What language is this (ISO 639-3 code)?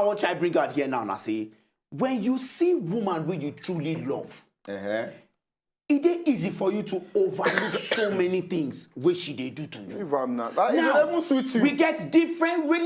pcm